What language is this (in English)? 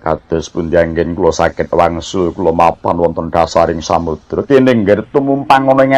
Javanese